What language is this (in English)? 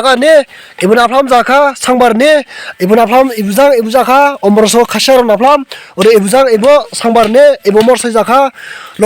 Dimasa